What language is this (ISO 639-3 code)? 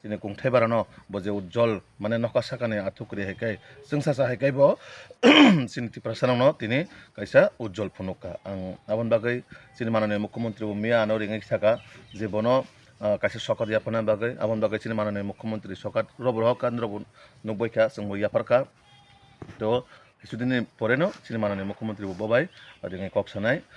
trp